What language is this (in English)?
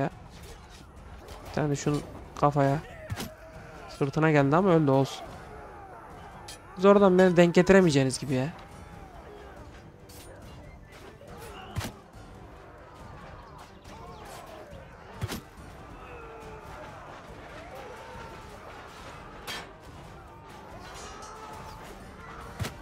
Turkish